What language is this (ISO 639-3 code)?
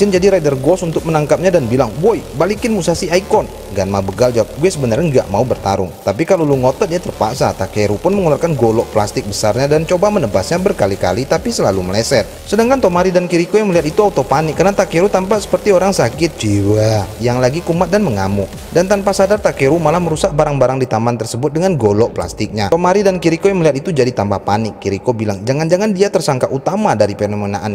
ind